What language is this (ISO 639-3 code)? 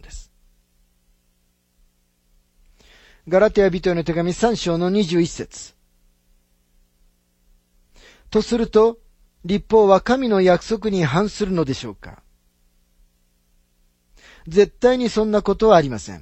jpn